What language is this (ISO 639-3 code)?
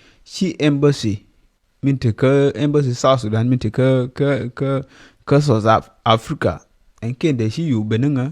nus